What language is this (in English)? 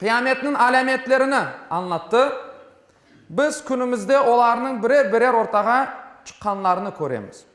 Crimean Tatar